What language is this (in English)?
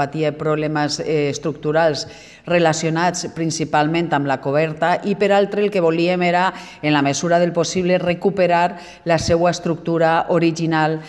Catalan